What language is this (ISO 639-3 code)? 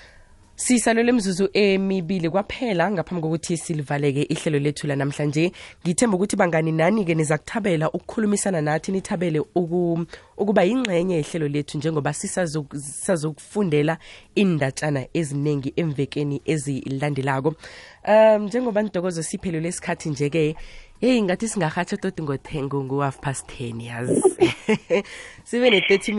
nbl